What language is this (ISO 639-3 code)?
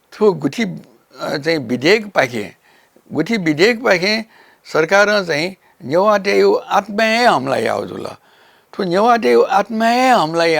new